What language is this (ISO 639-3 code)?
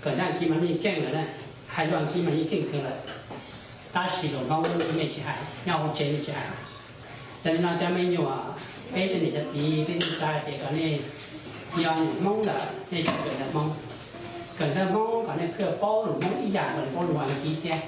hmn